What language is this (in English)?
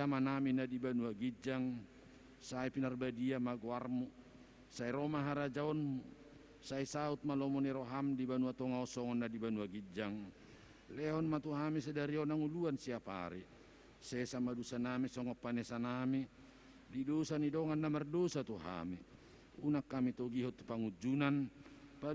Batak Toba